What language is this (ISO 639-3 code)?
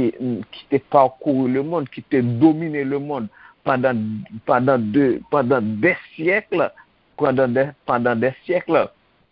hat